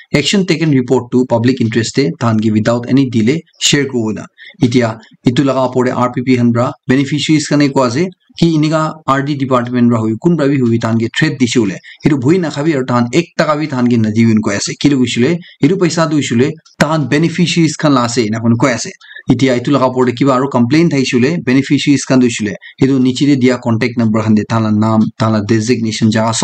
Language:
Naga Pidgin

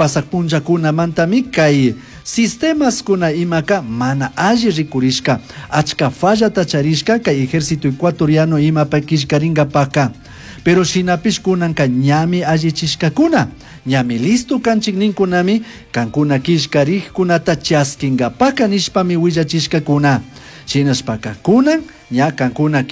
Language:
Chimborazo Highland Quichua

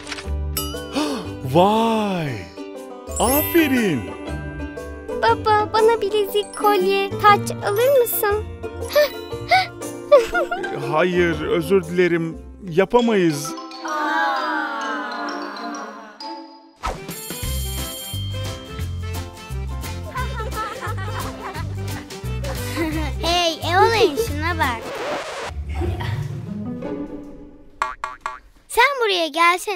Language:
Turkish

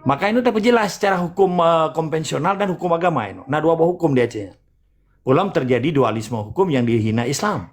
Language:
Achinese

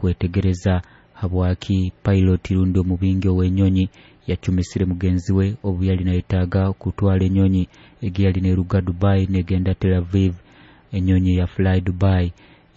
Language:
Nyoro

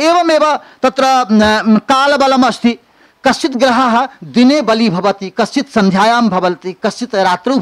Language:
Sanskrit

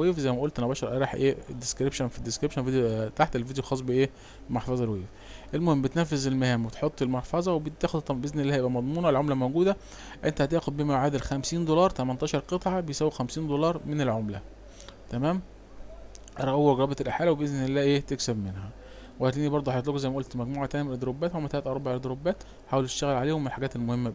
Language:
Egyptian Arabic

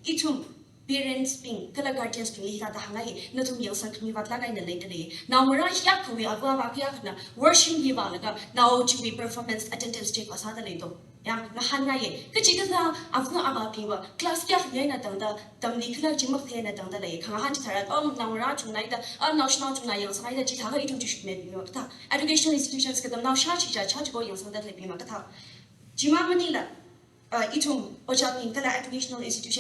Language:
Tangkhul Naga (India)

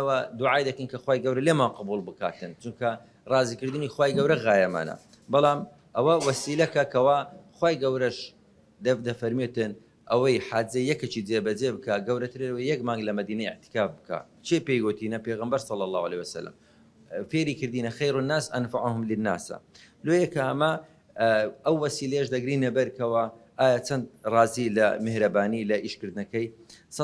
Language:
Central Kurdish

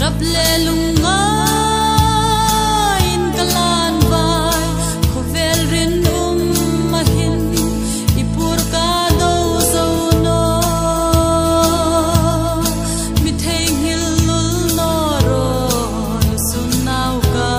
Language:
Hmar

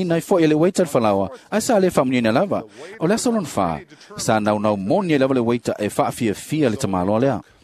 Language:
Samoan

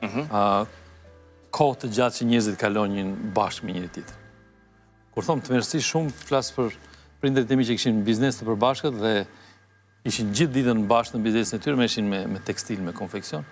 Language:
Albanian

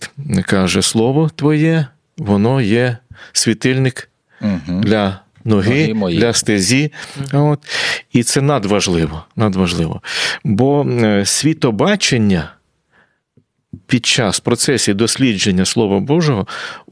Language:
Ukrainian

